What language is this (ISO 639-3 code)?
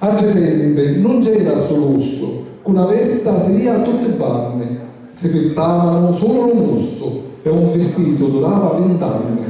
scn